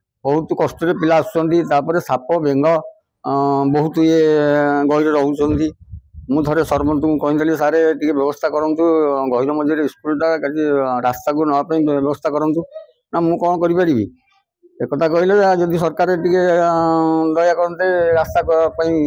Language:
Odia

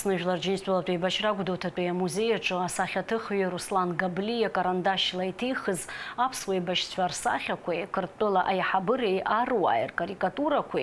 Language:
Abkhazian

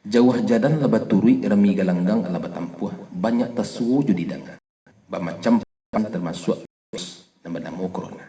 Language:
Minangkabau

